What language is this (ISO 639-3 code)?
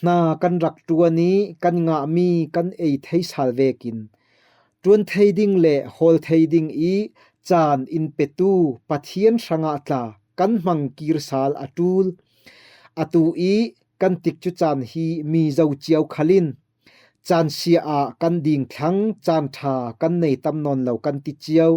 cfm